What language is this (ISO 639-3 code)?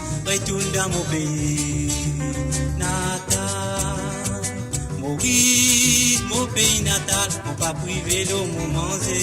mfe